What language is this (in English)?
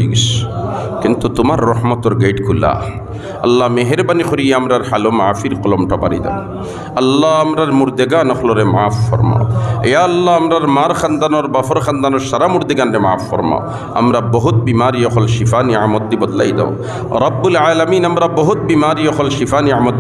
Sylheti